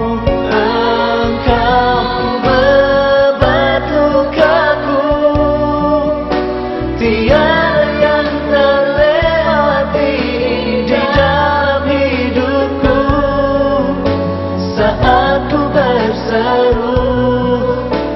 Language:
Indonesian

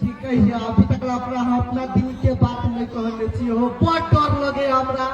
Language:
Maithili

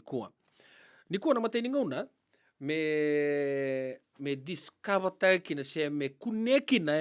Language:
Fijian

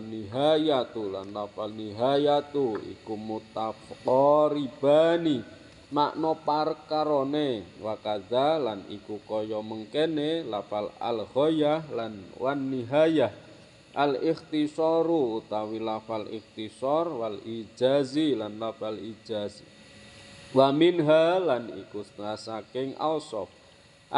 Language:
Javanese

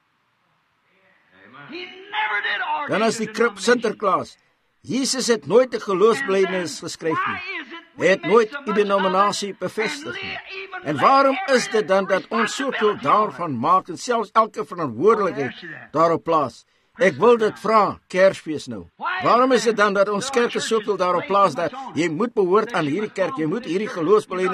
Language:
Afrikaans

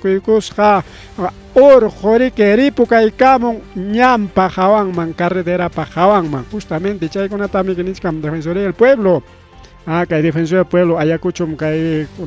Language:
Ayacucho Quechua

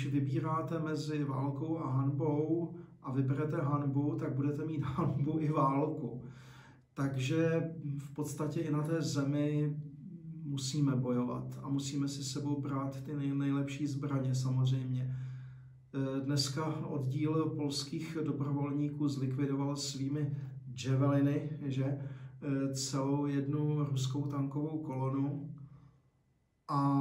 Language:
Czech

